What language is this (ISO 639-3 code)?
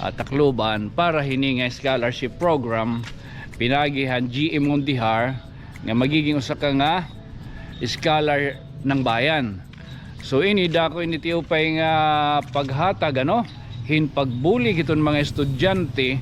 war